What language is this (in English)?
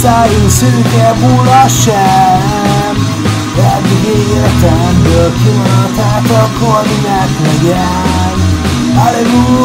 Hungarian